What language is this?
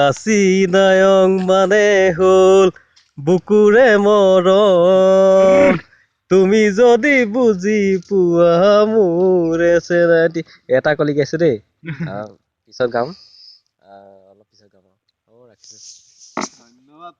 Assamese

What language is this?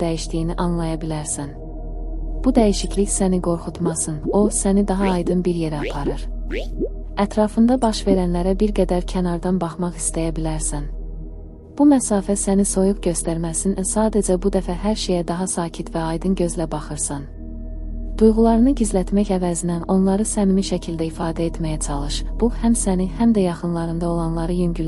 Azerbaijani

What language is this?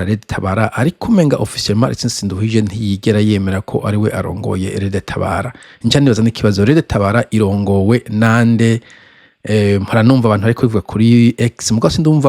Rundi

